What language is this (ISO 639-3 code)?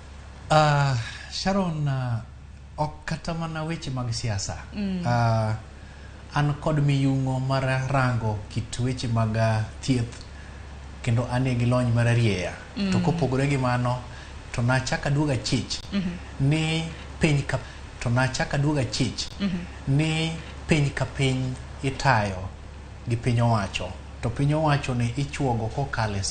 luo